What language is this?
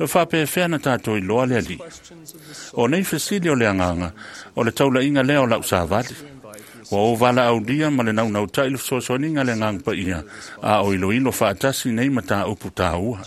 Samoan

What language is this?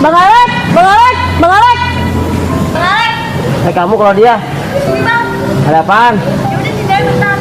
Betawi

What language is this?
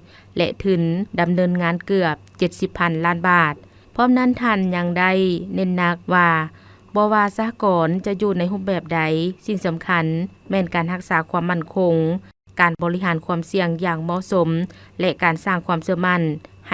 Lao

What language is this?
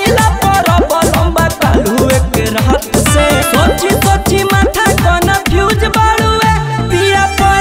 Bhojpuri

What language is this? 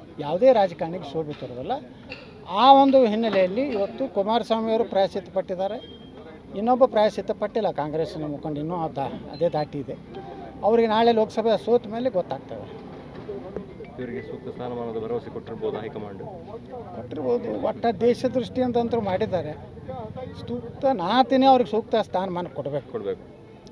Kannada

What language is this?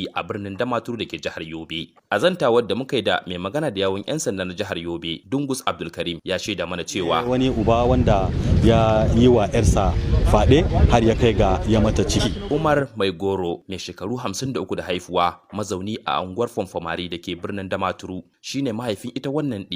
Hausa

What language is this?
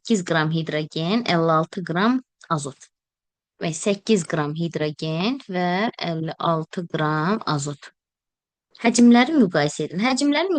Azerbaijani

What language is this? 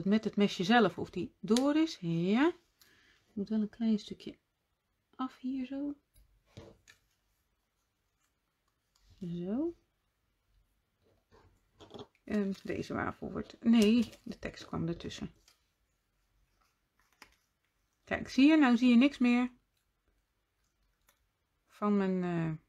Dutch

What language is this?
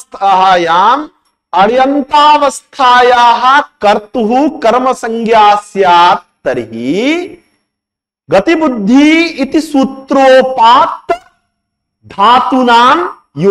Sanskrit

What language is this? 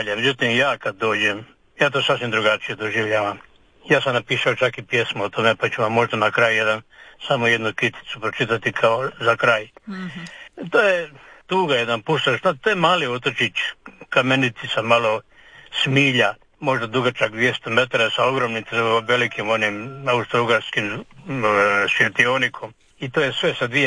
Croatian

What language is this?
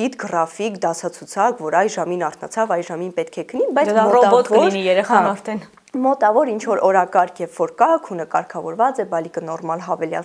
Armenian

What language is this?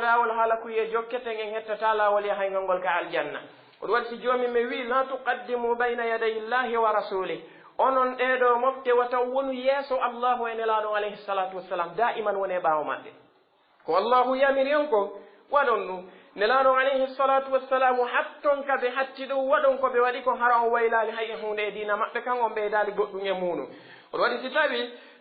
Pular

